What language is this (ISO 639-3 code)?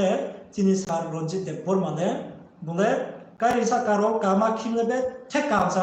ria